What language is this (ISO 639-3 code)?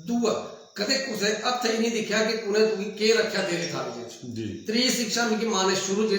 doi